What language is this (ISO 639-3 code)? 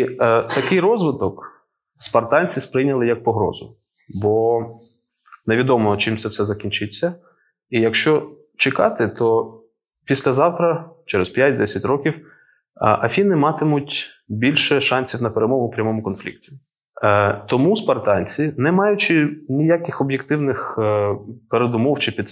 ukr